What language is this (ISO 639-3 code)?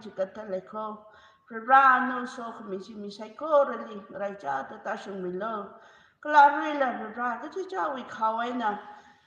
nmf